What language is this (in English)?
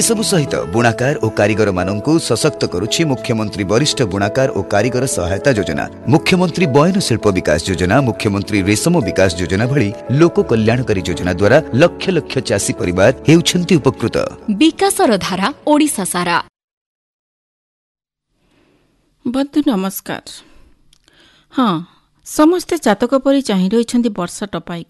Odia